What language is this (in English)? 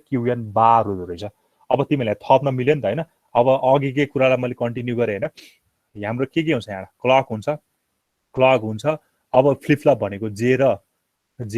Nepali